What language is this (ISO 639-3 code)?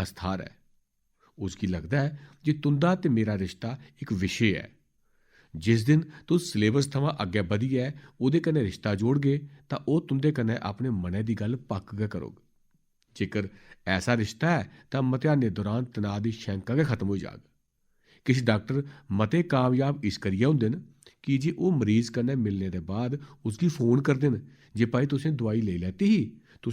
doi